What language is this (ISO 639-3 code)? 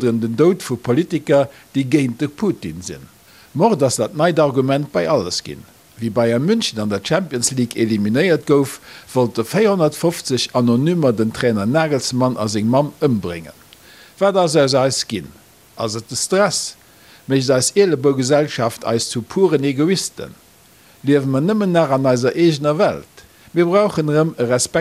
ltz